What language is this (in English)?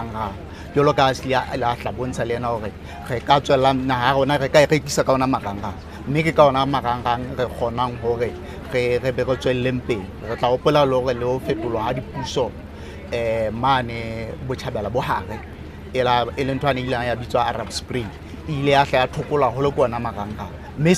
Southern Sotho